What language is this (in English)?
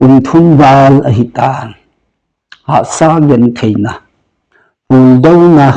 Thado Chin